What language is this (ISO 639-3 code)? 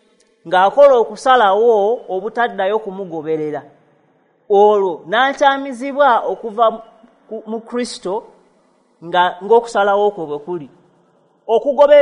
lug